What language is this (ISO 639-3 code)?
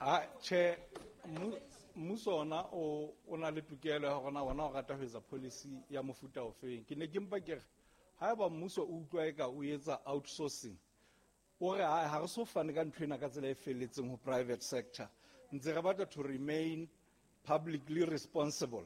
sot